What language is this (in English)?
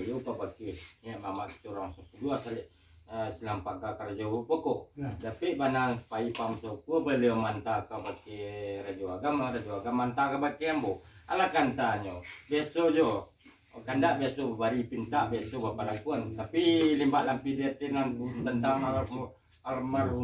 Minangkabau